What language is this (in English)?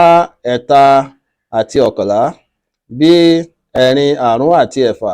Yoruba